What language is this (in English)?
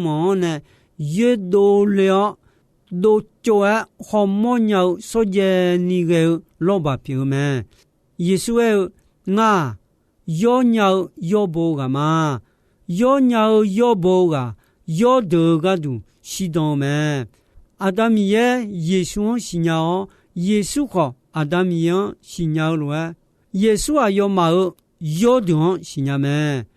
Akha